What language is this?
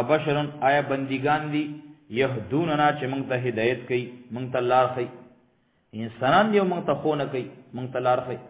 Pashto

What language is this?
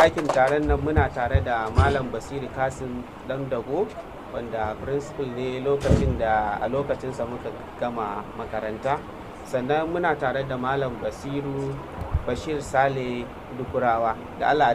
Hausa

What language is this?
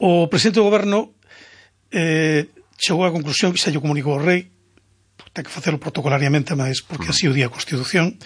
Galician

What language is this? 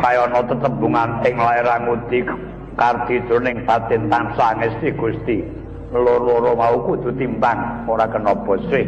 Javanese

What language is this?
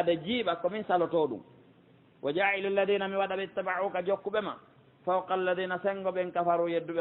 Pular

